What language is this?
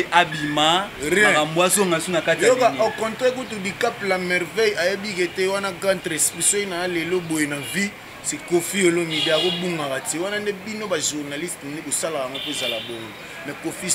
Lingala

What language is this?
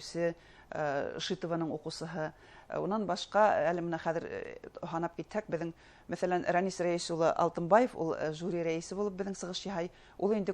Bashkir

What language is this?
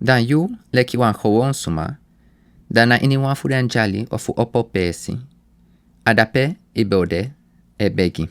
Sranan Tongo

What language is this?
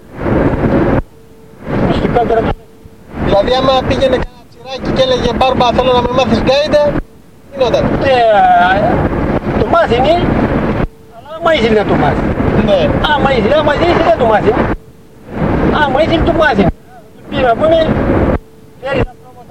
Greek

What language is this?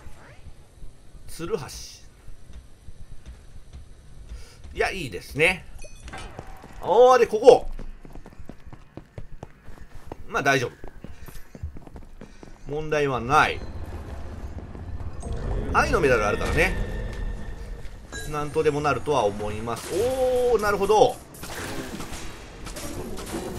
Japanese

